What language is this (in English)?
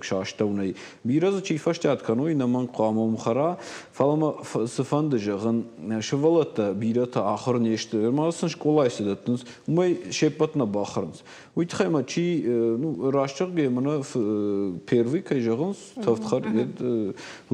Ossetic